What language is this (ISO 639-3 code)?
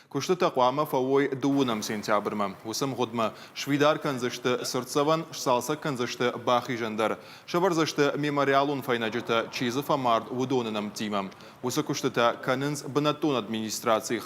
oss